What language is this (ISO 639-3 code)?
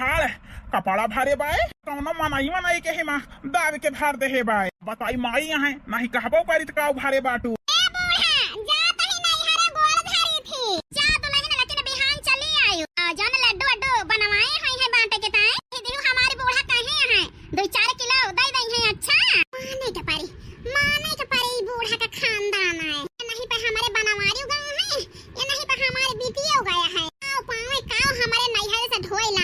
awa